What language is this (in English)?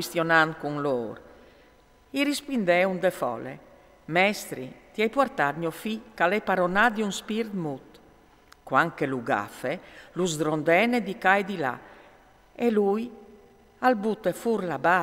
Friulian